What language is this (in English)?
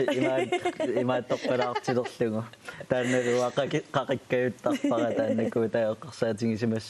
Kalaallisut